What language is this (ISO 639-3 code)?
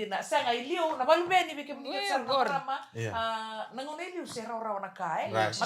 fij